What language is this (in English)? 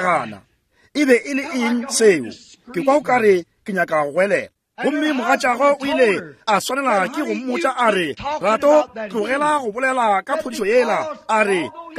Northern Sotho